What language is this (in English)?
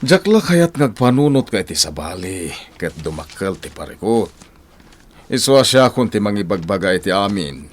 Iloko